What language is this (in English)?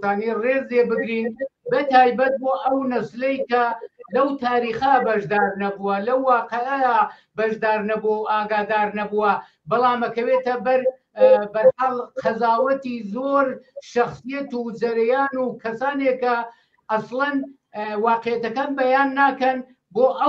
Central Kurdish